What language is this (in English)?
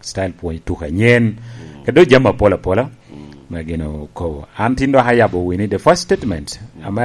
Lango (Uganda)